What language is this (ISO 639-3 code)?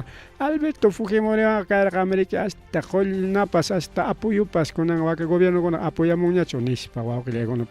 quy